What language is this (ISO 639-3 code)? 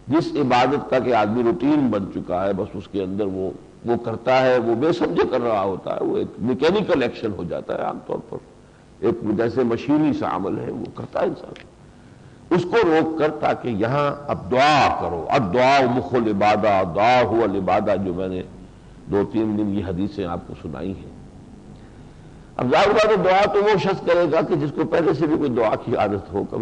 urd